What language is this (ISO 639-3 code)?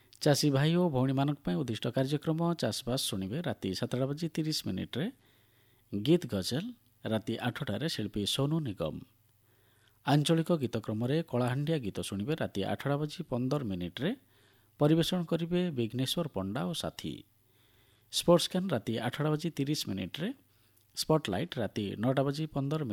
ori